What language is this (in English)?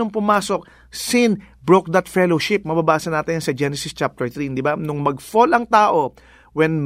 Filipino